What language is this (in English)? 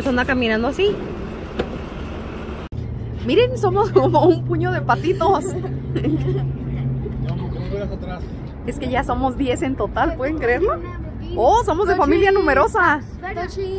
Spanish